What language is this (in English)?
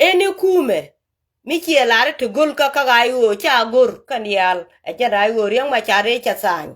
Nuer